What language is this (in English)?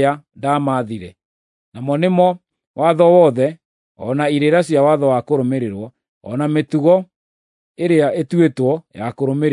Kikuyu